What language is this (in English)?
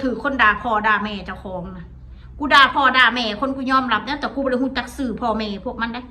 Northeastern Thai